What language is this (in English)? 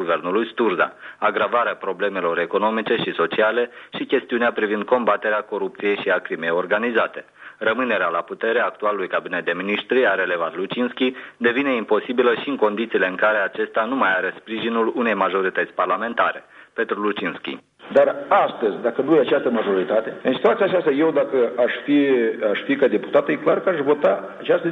Romanian